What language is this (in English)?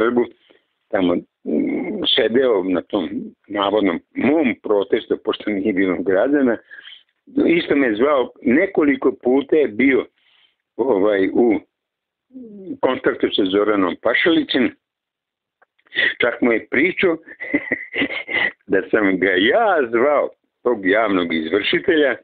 Serbian